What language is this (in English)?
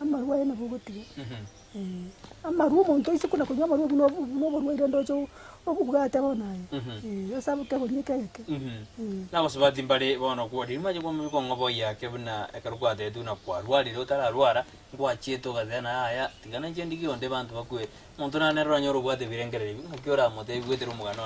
Gusii